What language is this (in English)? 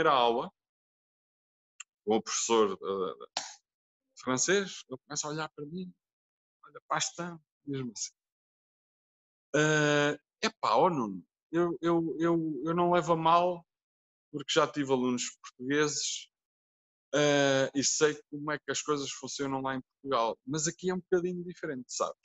Portuguese